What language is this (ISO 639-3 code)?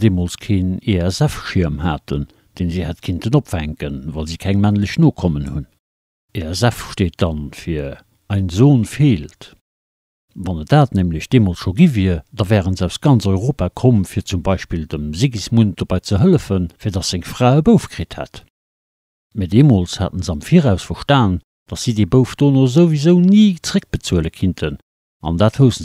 ltz